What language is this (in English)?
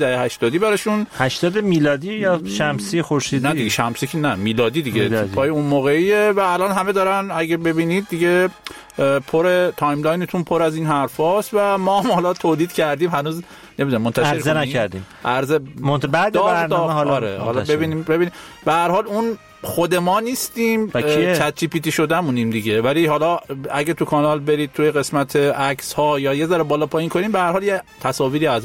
Persian